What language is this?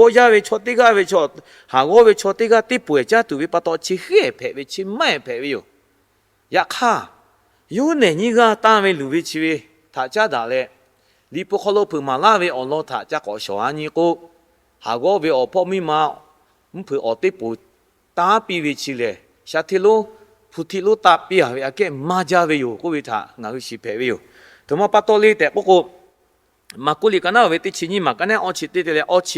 Lahu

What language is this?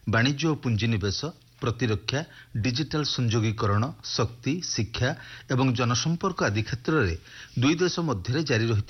Odia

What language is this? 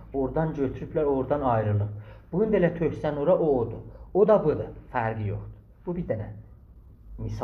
South Azerbaijani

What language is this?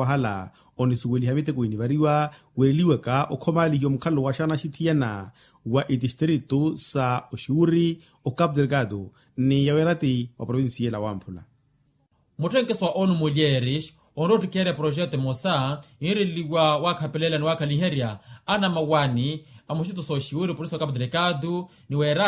Makhuwa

